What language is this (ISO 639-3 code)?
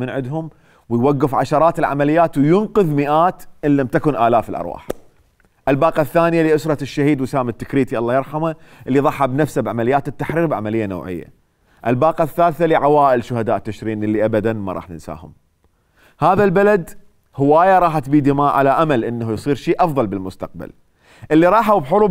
acm